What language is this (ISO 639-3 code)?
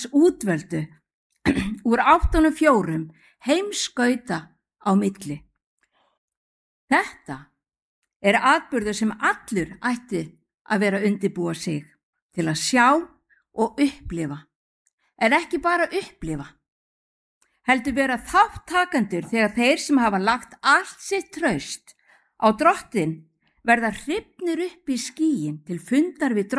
isl